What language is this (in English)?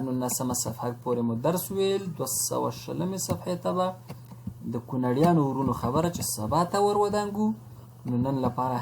Pashto